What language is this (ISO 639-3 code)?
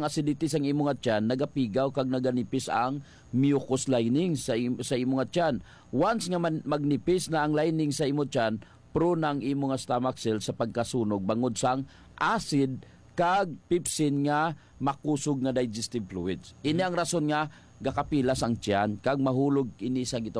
hil